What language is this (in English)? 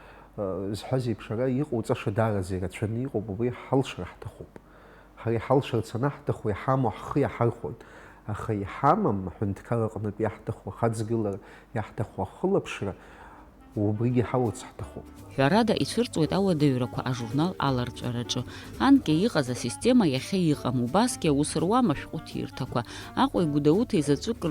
Abkhazian